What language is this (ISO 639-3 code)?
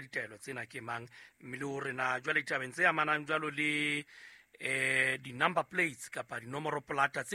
sot